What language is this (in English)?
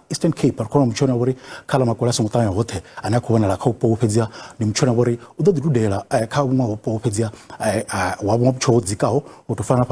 Venda